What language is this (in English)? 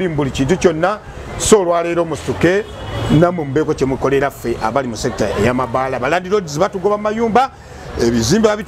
Ganda